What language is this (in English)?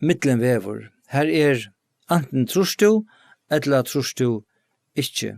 Faroese